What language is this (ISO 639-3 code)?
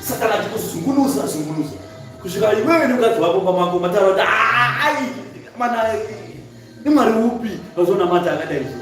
sna